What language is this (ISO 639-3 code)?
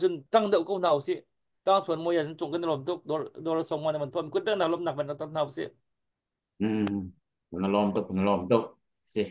cnh